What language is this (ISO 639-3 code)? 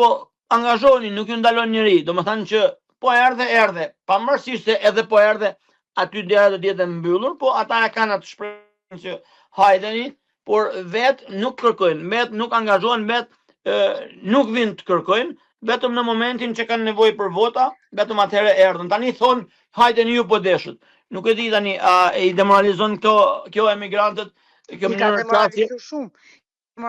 sqi